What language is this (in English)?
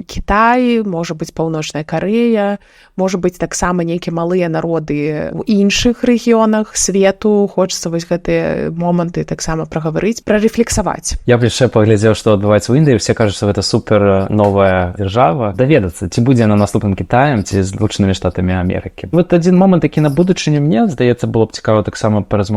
Belarusian